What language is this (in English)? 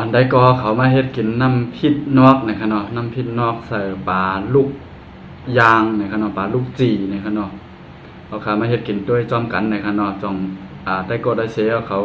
Shan